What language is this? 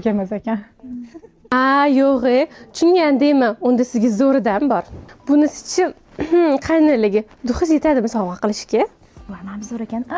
Uzbek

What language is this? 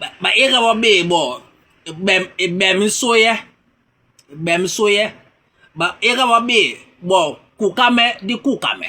Basaa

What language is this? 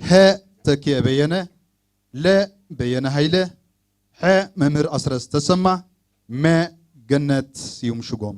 Tigrinya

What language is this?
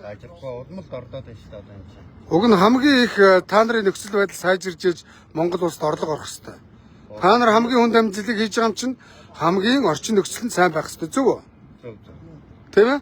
Mongolian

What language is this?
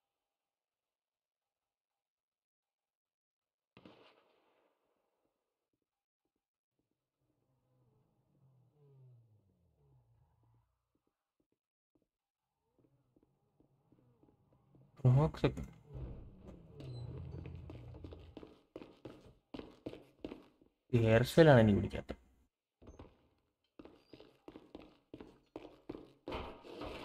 Malayalam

